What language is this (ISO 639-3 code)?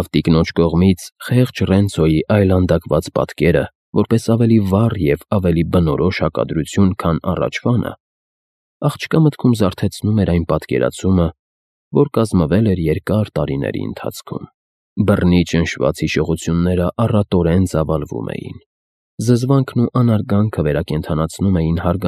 hye